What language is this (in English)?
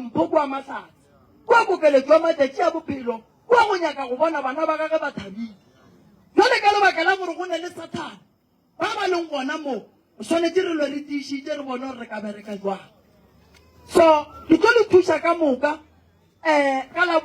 Northern Sotho